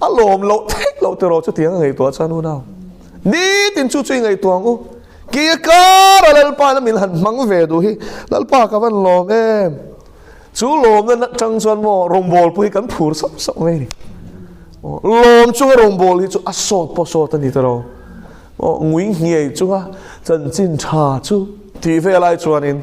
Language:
Mizo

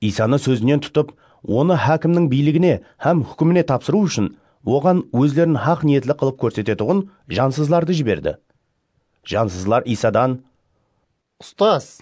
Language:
Kara-Kalpak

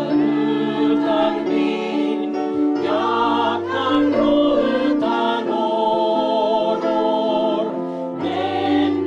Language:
Swedish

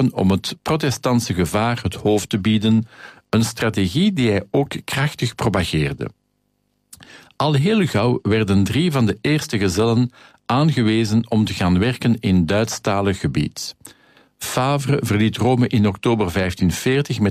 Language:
Dutch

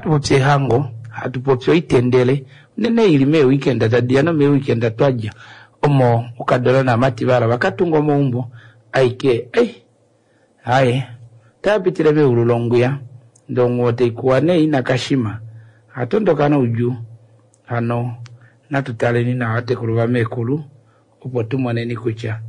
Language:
Kuanyama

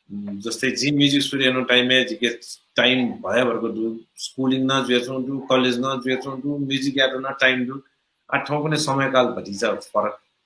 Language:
Newari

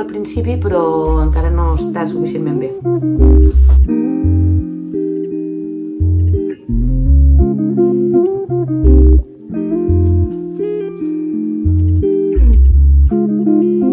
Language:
Catalan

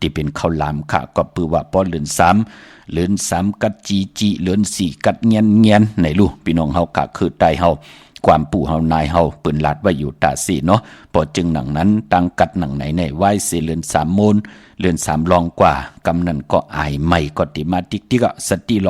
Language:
Shan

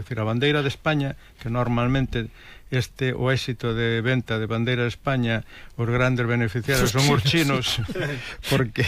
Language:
Galician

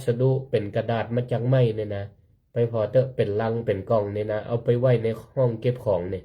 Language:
Northern Thai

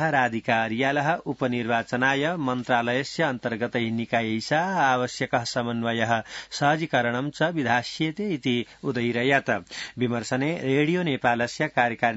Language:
Sanskrit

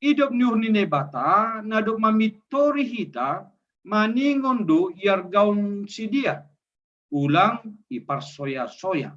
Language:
Batak Simalungun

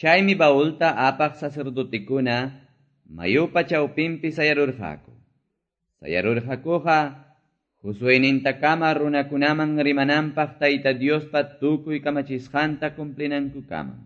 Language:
Quechua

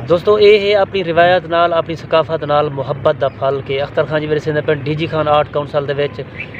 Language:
Saraiki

